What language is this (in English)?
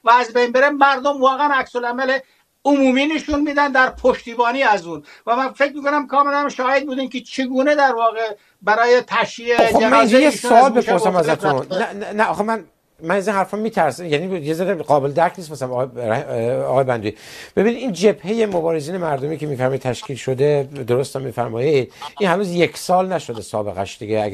Persian